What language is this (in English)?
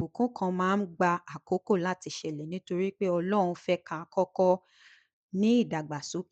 Yoruba